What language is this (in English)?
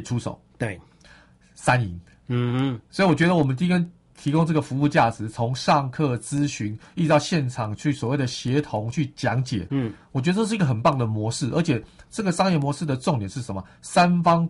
Chinese